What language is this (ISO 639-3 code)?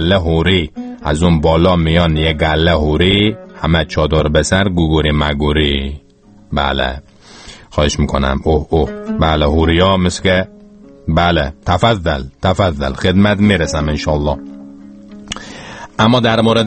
fas